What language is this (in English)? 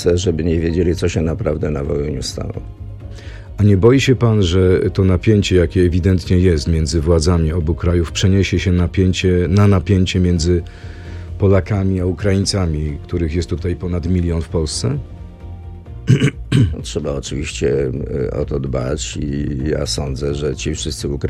Polish